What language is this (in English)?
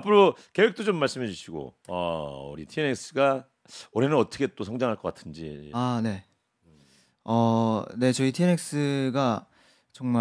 Korean